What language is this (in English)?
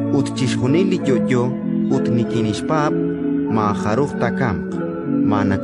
Kekchí